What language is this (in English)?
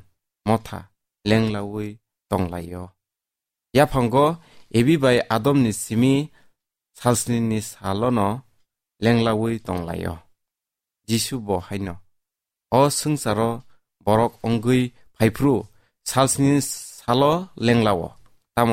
Kok Borok